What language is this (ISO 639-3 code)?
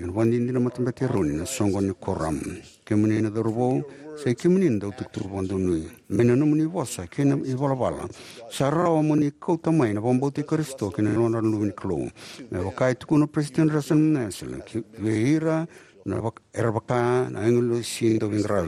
fij